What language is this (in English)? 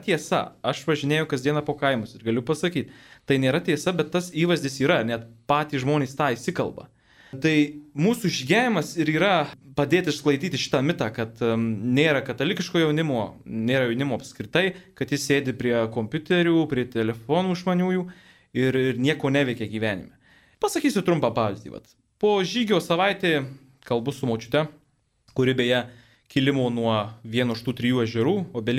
Lithuanian